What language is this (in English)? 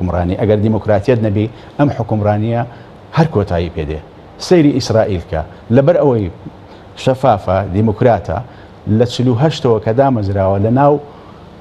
Central Kurdish